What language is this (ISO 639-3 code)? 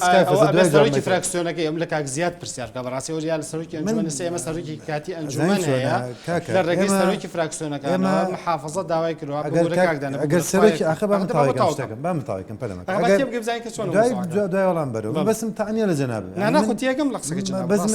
ckb